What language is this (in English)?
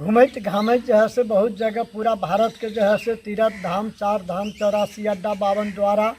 Maithili